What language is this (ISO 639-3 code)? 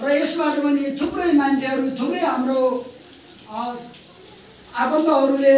nep